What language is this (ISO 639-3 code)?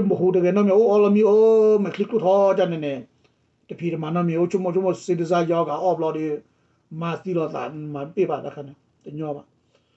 ksw